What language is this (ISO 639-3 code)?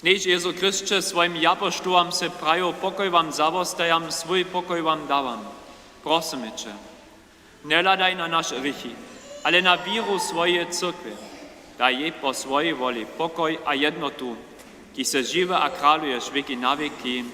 hsb